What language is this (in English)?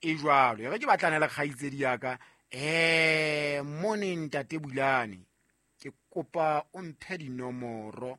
Southern Sotho